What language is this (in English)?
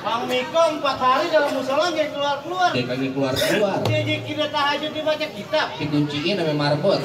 Betawi